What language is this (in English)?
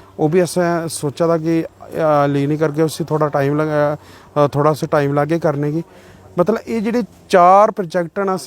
Dogri